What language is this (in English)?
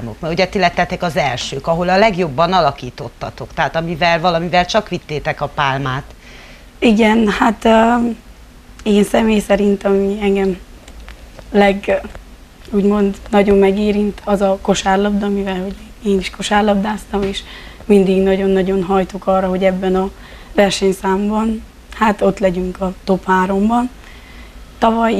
Hungarian